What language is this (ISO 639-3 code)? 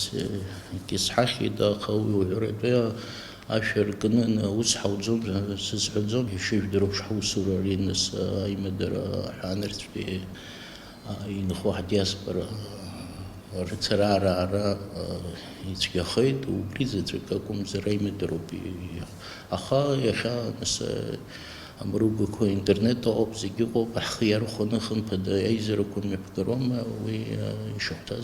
abk